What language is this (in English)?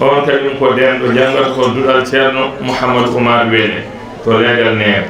Fula